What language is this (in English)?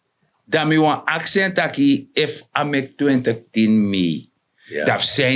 Sranan Tongo